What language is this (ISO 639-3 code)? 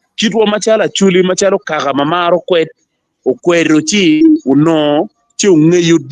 ach